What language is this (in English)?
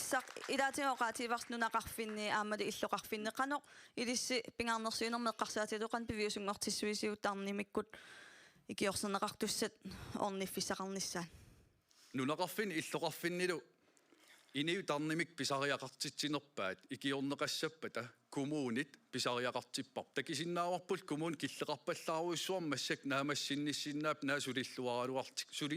Kalaallisut